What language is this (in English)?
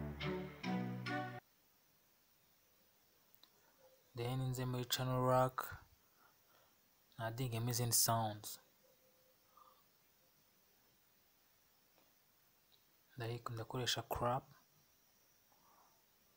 Kinyarwanda